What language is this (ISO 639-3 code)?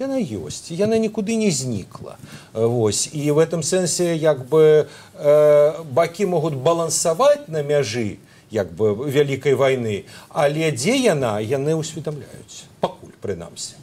bel